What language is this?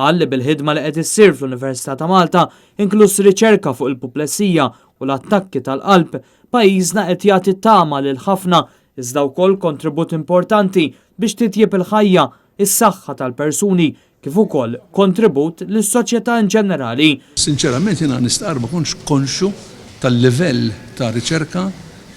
Maltese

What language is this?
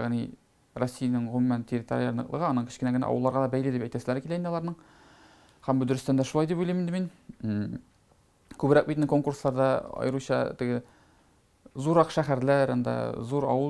Tatar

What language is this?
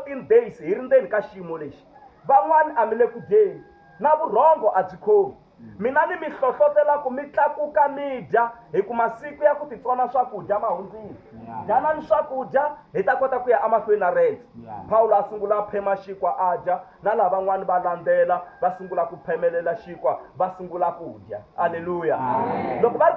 Tsonga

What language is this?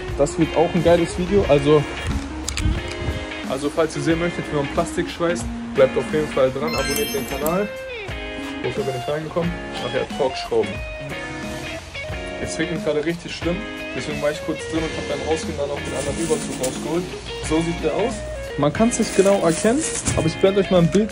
German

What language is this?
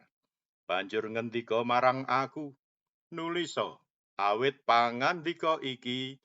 Javanese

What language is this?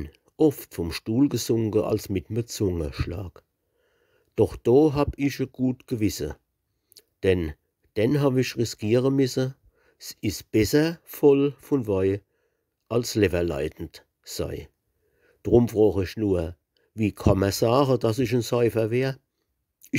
Palatine German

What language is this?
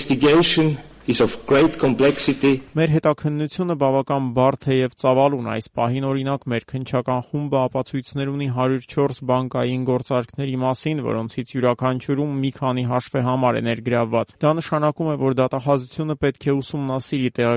Armenian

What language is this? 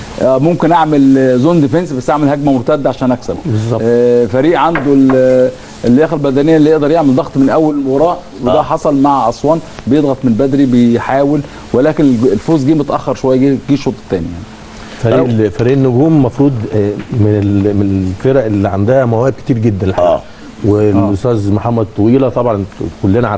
Egyptian Arabic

